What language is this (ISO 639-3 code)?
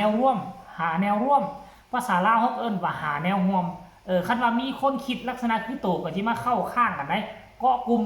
tts